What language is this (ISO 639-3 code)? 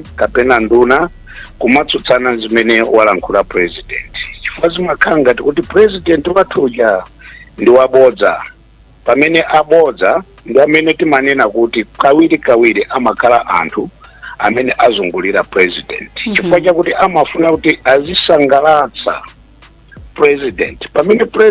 nya